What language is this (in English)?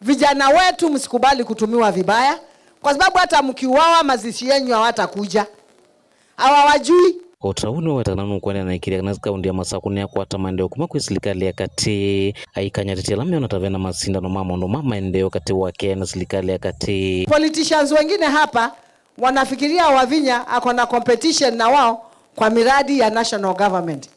Kamba